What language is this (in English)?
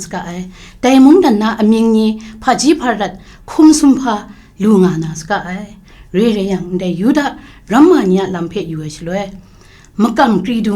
Kachin